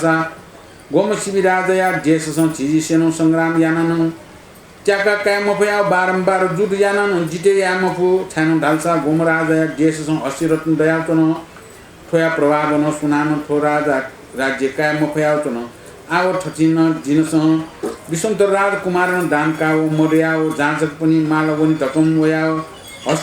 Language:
Newari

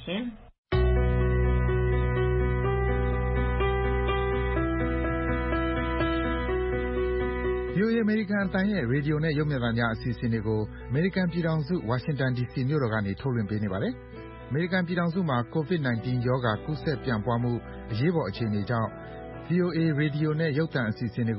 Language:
Burmese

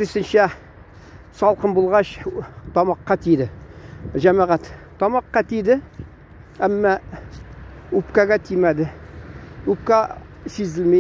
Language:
Tatar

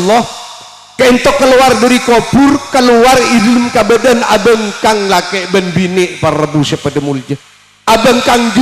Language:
Madurese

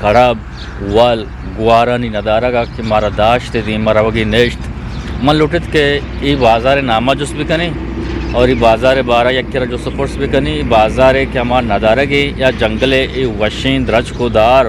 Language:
Eastern Balochi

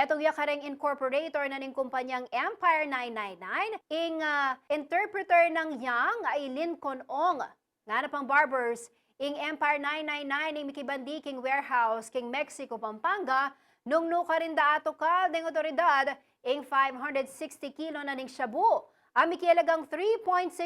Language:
Pampanga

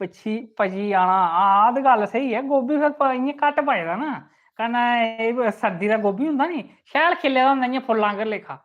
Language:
Dogri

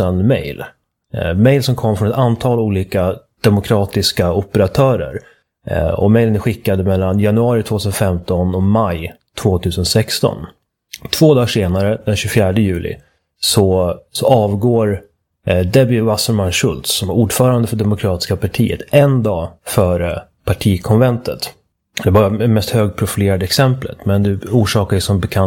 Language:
Swedish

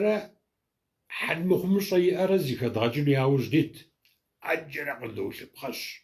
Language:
Kabardian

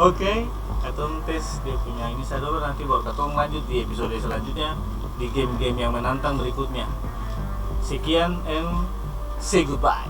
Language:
Ambonese Malay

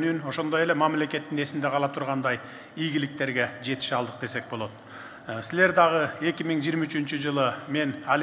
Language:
Kyrgyz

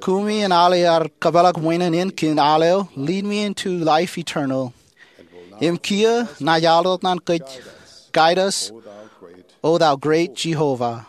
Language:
Marshallese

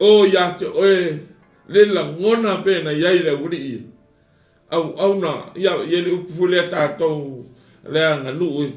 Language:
Samoan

